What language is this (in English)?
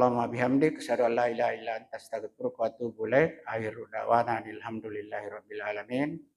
Buginese